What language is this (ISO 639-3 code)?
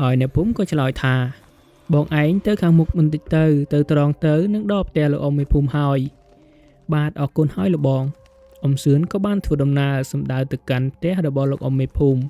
khm